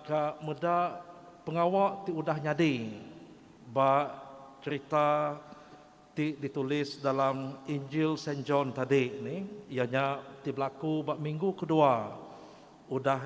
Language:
Iban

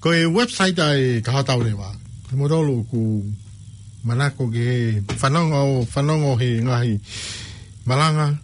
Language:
Tongan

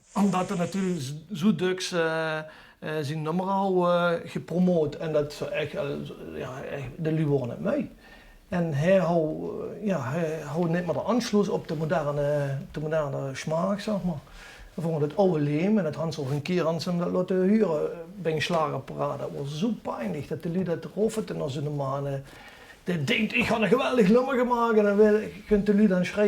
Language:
Limburgish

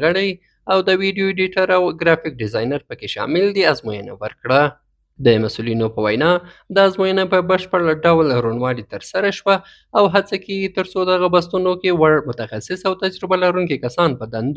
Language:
Pashto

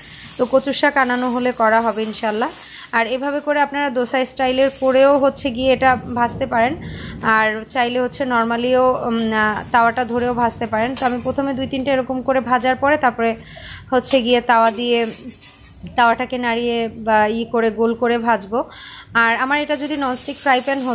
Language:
Bangla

